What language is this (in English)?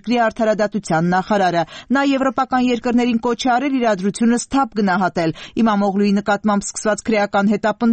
Armenian